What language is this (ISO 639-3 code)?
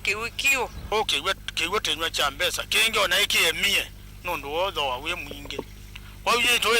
kam